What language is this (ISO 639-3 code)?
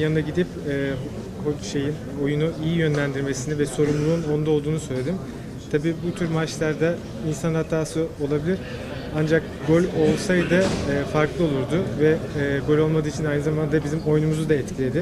tur